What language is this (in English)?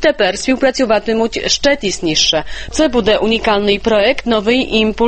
Ukrainian